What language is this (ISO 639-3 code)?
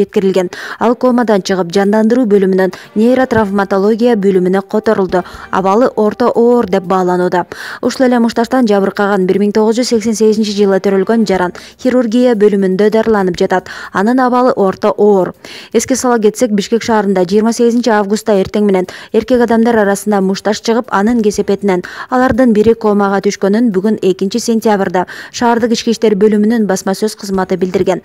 kir